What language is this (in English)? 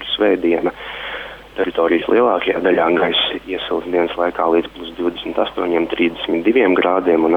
Latvian